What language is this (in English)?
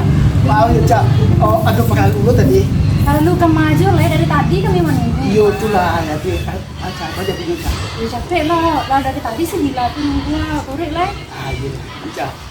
Minangkabau